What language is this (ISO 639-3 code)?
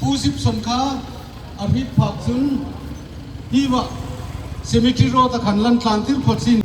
hmr